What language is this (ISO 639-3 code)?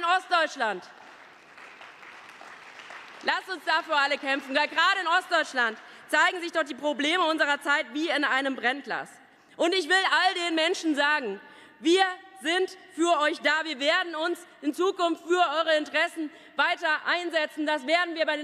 deu